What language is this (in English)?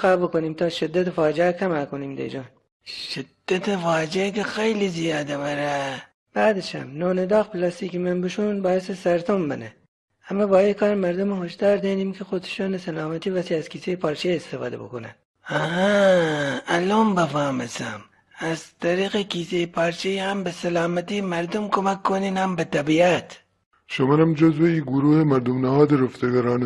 Gilaki